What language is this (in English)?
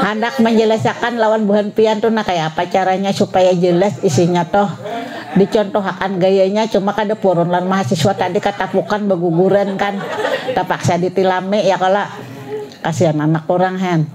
Banjar